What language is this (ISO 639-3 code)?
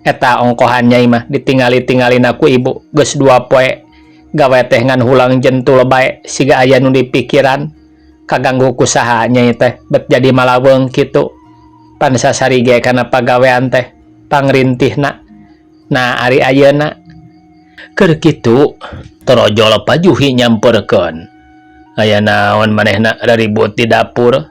sun